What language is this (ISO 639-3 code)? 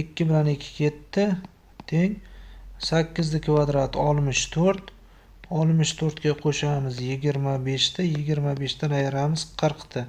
uzb